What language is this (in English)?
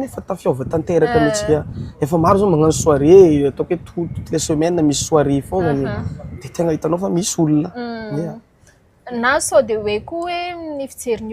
Malagasy